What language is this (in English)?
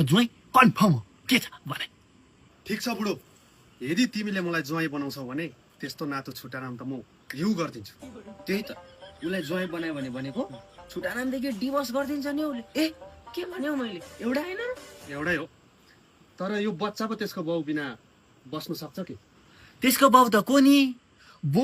Nepali